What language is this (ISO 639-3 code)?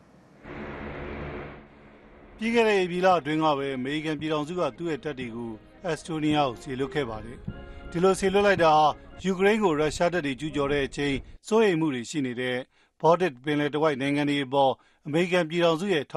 mya